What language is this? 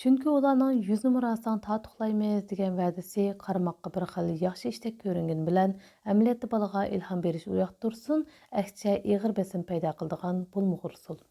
Uyghur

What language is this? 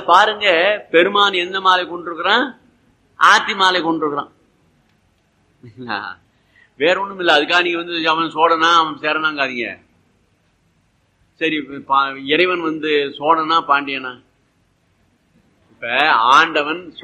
Tamil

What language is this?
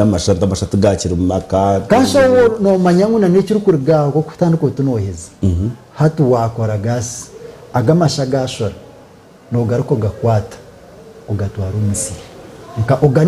Nyankole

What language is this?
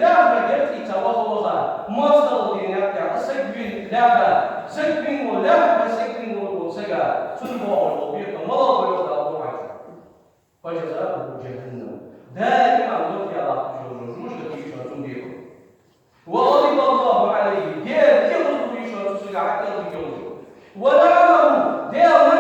Ingush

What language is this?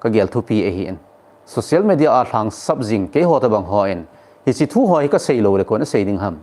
Thado Chin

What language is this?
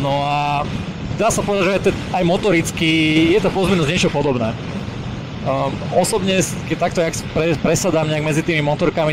Slovak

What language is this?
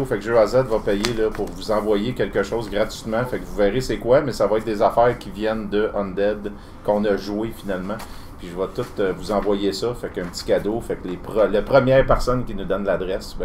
French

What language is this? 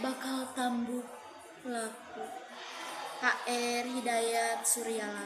Sundanese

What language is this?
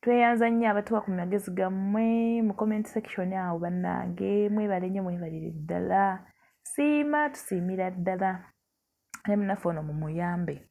Ganda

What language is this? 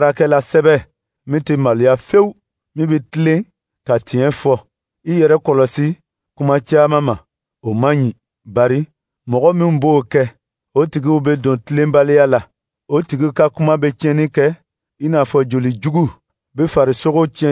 Dyula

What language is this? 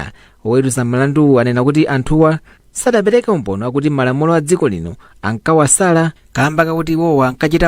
Nyanja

